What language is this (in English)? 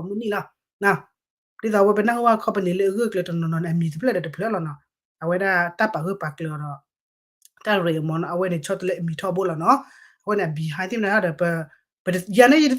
S'gaw Karen